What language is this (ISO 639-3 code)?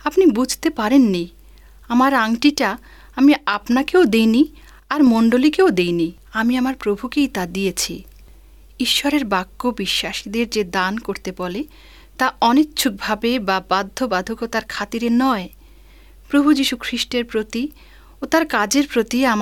ben